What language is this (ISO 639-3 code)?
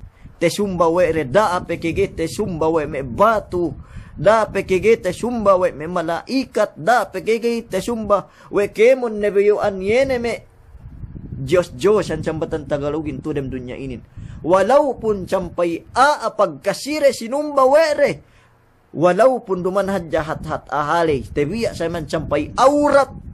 yka